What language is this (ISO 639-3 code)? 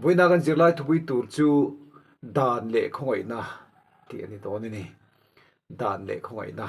lus